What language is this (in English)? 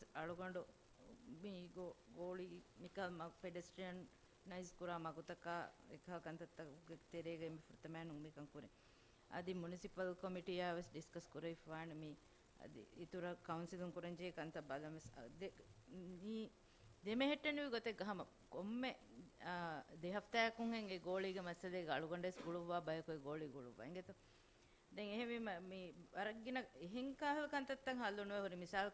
Divehi